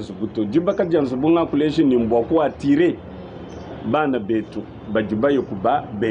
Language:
Luba-Lulua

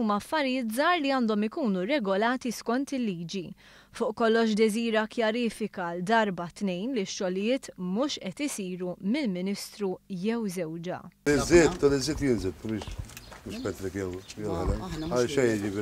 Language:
Maltese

